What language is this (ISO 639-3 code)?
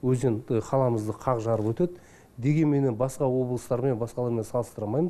kaz